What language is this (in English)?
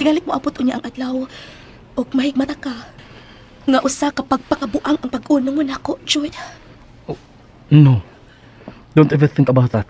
Cebuano